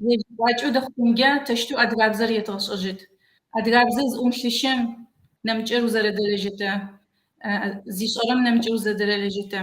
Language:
Kabardian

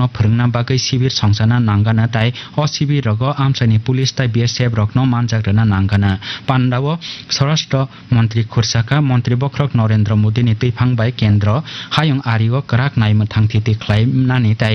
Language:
Kok Borok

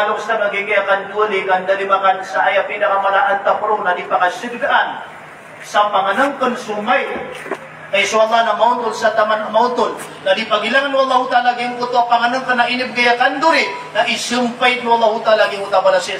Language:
Maranao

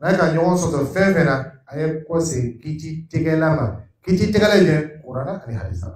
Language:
Dyula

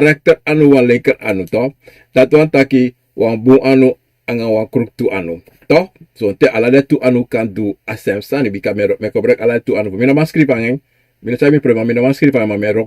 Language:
Sranan Tongo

